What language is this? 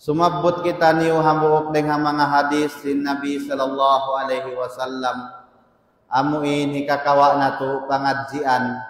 Tausug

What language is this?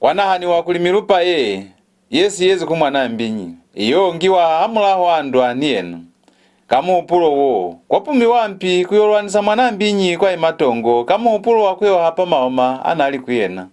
Lozi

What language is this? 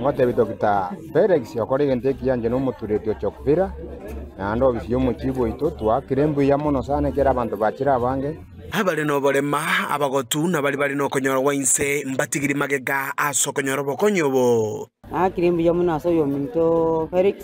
Gusii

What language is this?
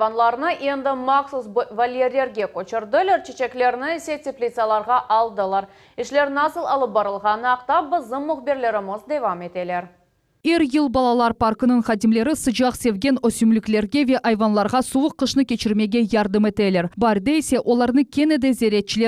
Crimean Tatar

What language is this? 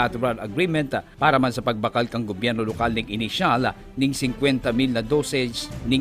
Bikol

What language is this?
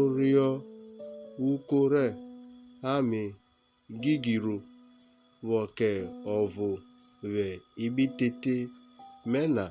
Urhobo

